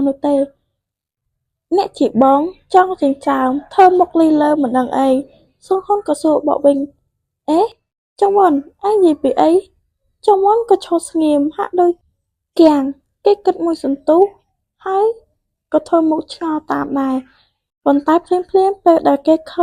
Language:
Khmer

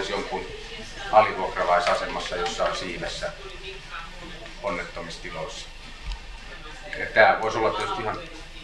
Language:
Finnish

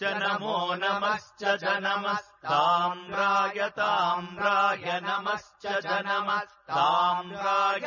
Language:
Sanskrit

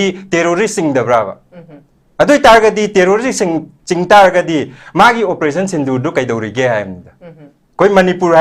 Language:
Manipuri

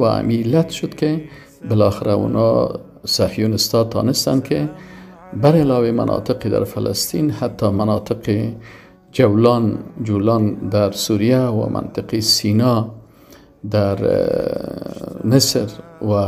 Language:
Persian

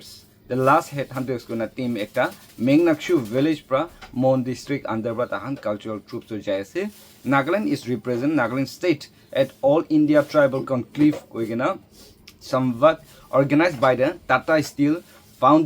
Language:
Naga Pidgin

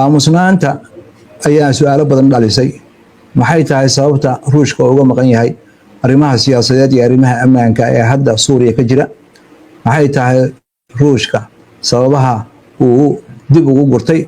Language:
Somali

